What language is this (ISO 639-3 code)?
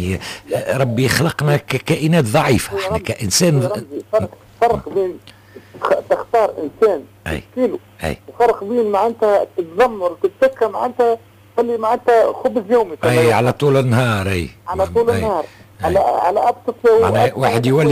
aeb